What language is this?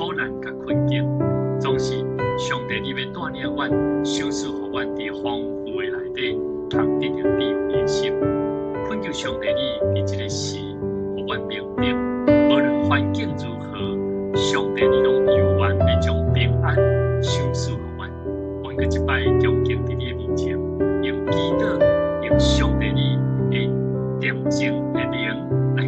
Min Nan Chinese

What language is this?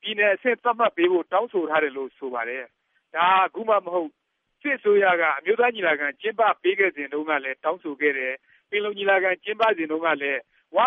Burmese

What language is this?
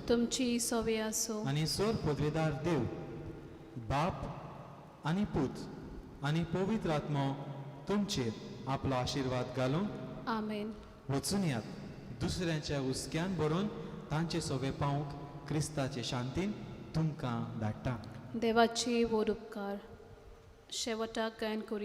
Konkani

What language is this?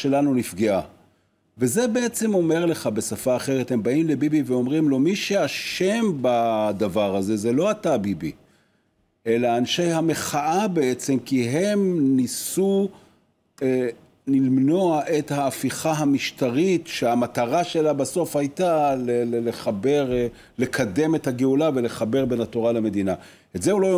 Hebrew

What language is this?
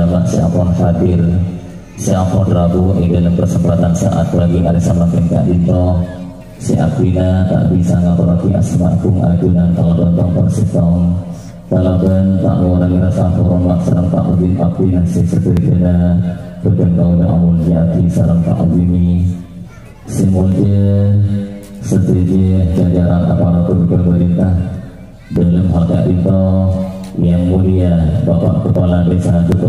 Madurese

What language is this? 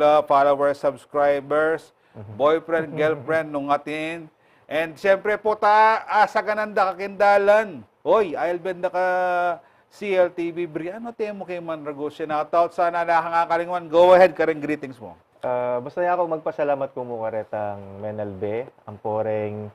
Pampanga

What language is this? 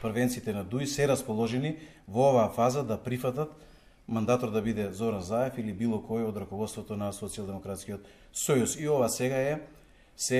Macedonian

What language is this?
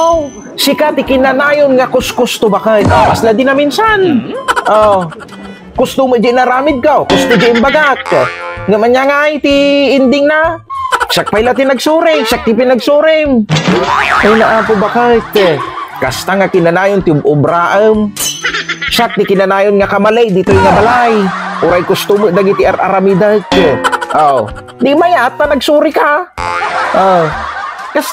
Iloko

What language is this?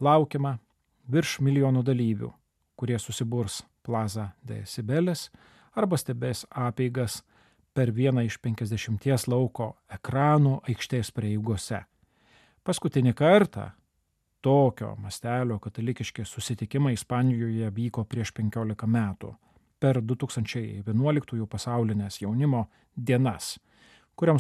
Lithuanian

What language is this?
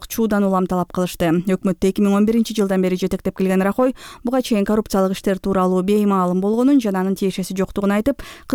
Kyrgyz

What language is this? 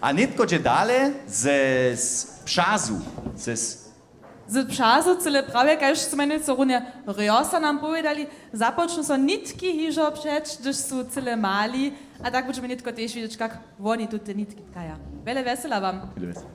Upper Sorbian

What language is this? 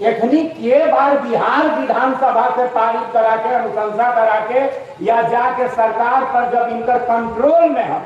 Magahi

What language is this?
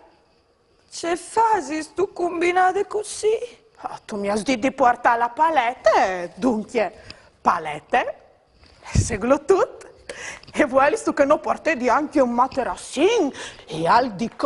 Friulian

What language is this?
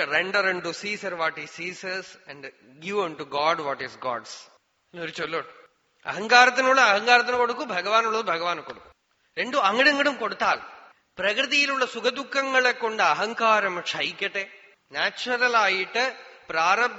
Malayalam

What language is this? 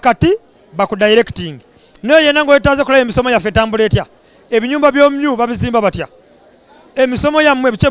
Ganda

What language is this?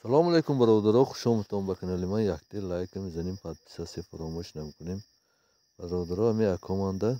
Tajik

